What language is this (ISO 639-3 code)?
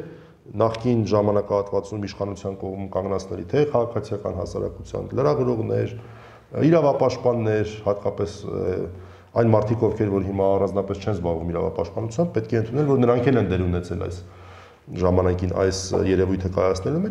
hye